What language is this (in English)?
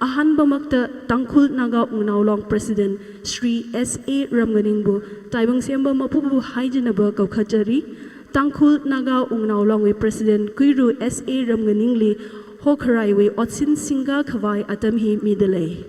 Tangkhul Naga (India)